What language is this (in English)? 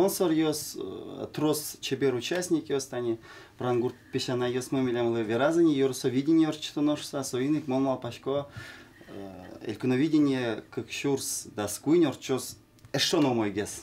Udmurt